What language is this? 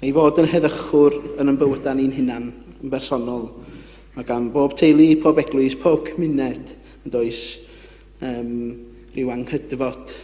Welsh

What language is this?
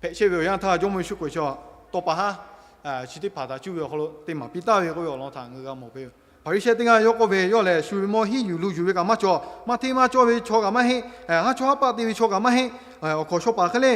Lahu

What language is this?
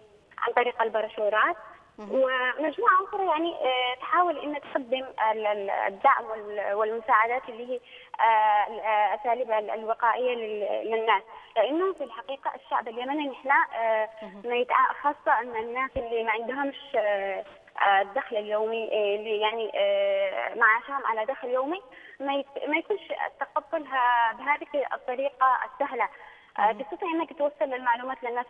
Arabic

